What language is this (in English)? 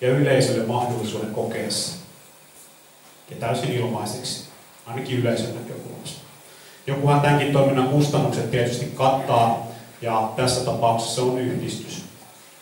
Finnish